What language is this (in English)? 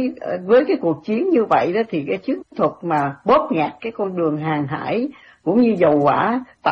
Vietnamese